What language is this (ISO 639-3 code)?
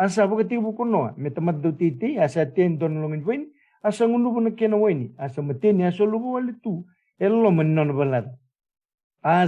fij